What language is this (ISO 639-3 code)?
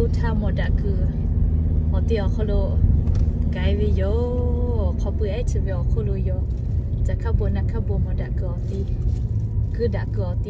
lhu